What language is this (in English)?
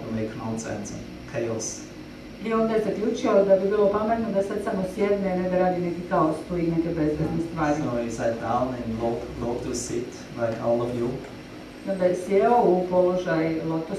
Croatian